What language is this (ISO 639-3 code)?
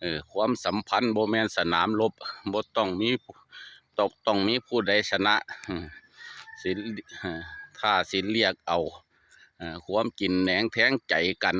tts